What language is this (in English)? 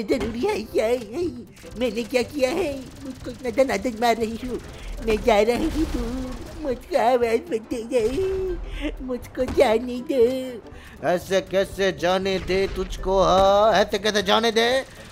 Hindi